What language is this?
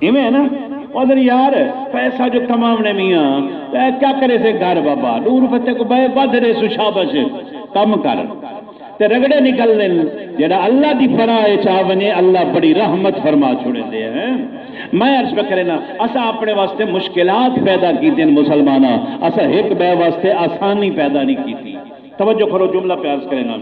Saraiki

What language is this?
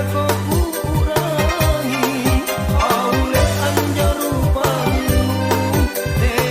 Makasar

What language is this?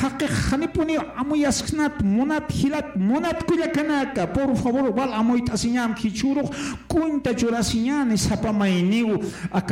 Aymara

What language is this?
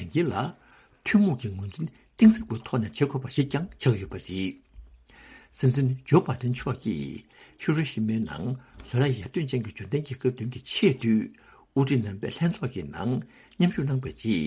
Tibetan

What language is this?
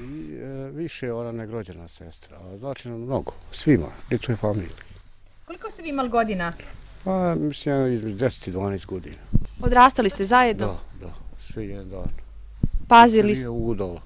Bosnian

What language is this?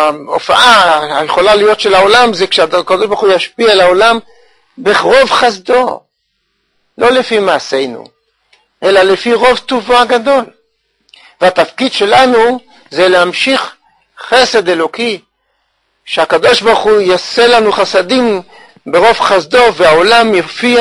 Hebrew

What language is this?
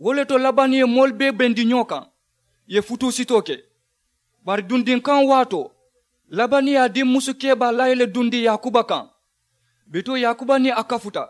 Mandingo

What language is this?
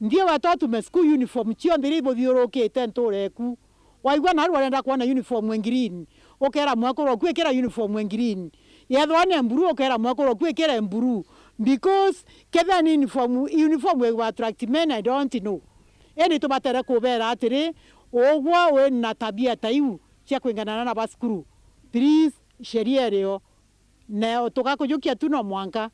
Meru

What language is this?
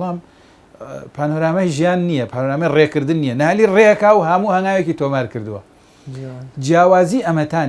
Central Kurdish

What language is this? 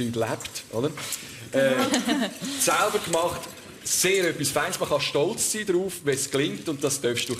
Swiss German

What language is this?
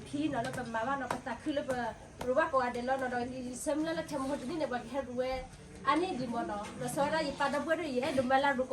S'gaw Karen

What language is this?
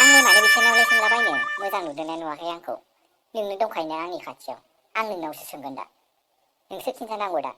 Bodo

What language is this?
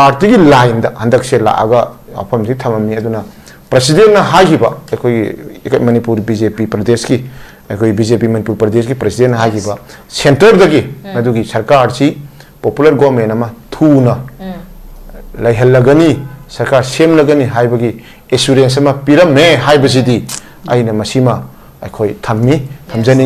Manipuri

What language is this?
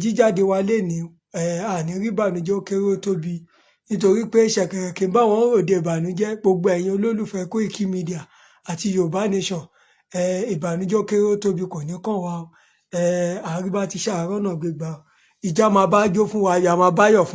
Yoruba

